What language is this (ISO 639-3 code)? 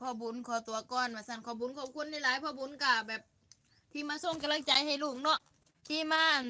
lao